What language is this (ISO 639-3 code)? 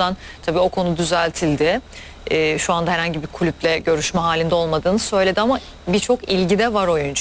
tur